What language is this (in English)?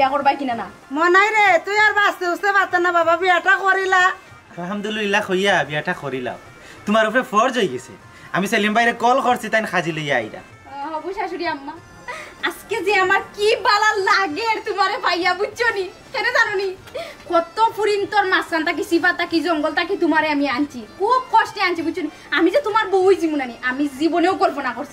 Sylheti